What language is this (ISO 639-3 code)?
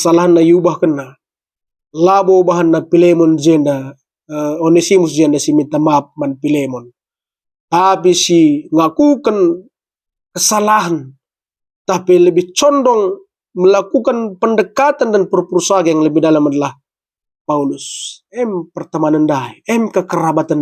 btx